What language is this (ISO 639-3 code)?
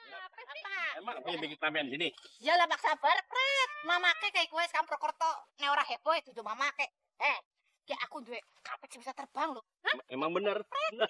bew